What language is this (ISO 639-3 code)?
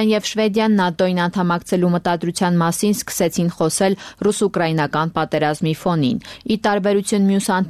hye